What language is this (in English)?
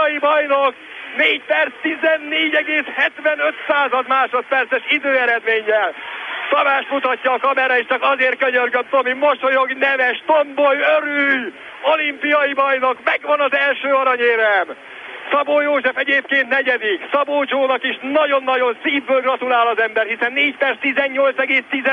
Hungarian